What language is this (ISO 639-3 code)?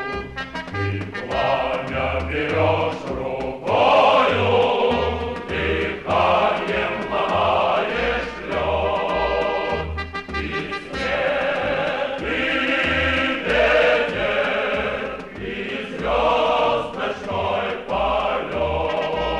rus